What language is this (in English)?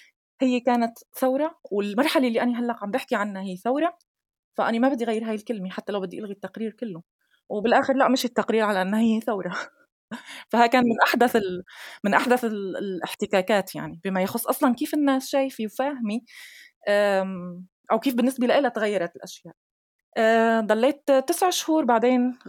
North Levantine Arabic